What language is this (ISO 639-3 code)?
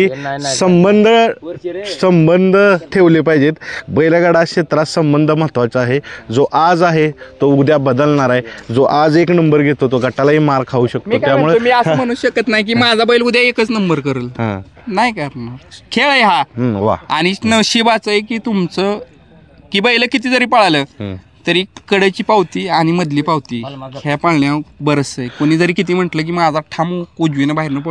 mar